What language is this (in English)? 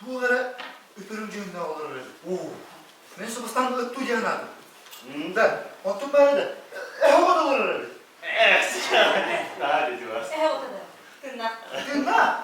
Yakut